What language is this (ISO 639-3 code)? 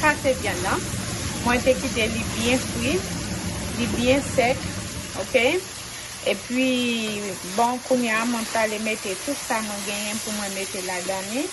hat